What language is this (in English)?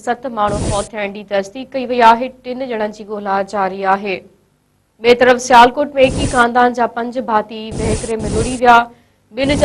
Sindhi